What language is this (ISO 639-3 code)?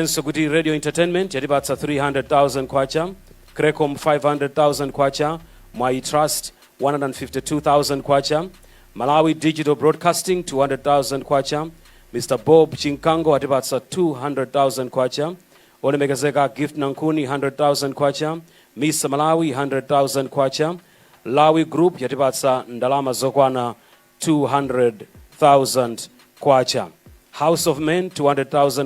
nya